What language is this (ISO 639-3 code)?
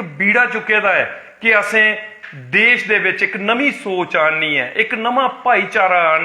doi